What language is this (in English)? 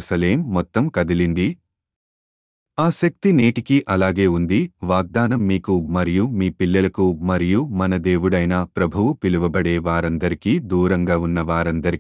Telugu